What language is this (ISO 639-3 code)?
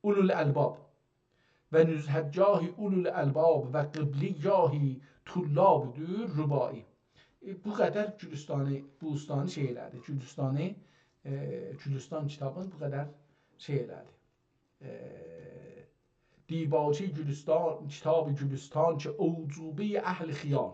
azb